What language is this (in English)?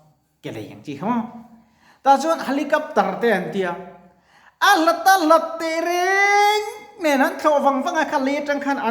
Mizo